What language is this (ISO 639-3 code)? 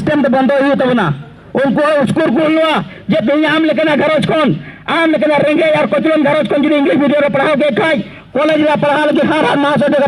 sat